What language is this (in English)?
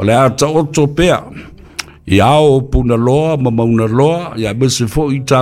Samoan